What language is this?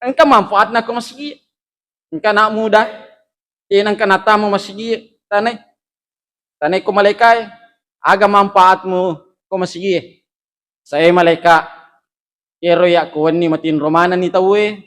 Buginese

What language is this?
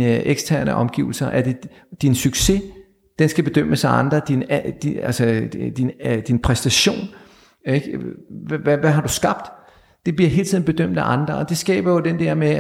Danish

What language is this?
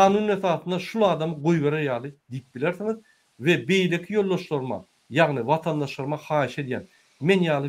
Turkmen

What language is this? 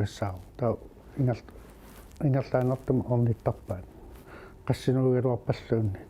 Kalaallisut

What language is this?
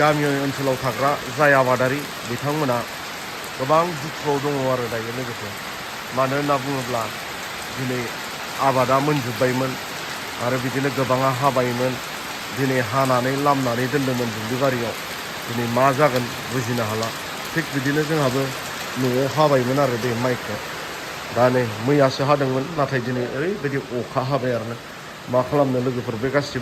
Bodo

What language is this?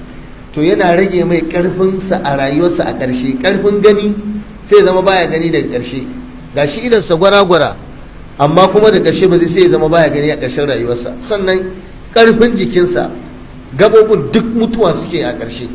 Hausa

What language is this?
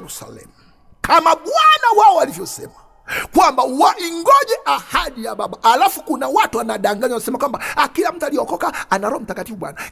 Swahili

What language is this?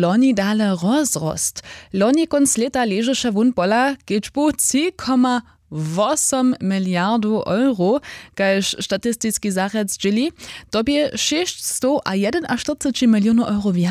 Upper Sorbian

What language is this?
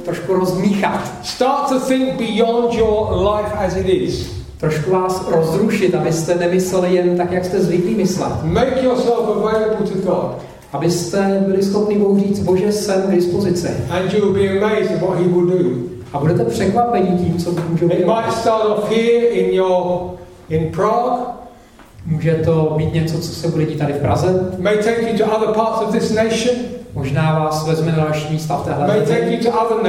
Czech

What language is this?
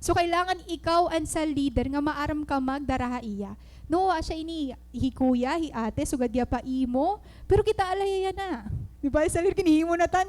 Waray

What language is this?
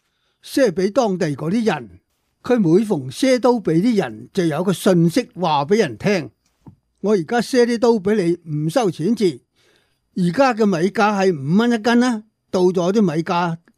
Cantonese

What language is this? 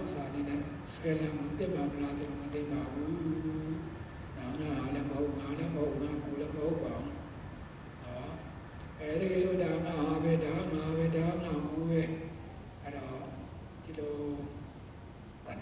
Burmese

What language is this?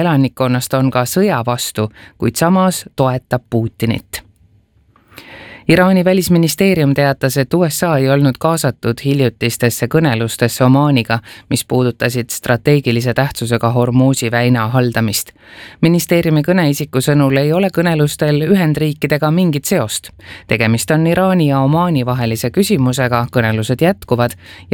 Estonian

